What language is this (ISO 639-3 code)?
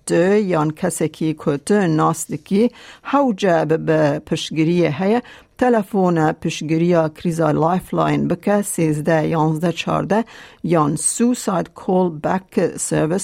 kur